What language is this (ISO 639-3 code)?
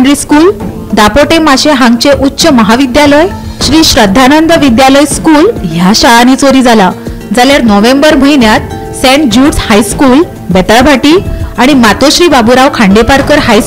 kok